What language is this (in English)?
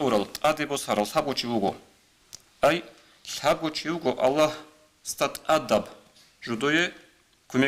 Avaric